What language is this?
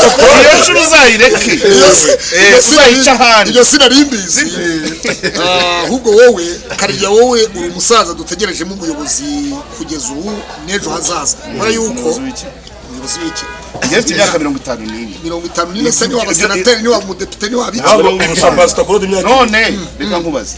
Kinyarwanda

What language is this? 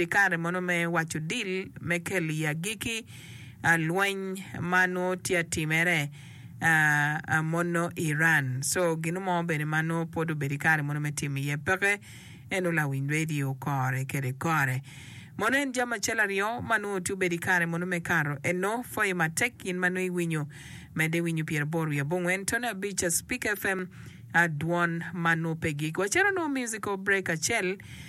Acoli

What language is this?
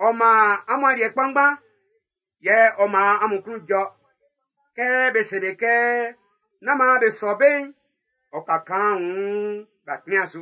Baoulé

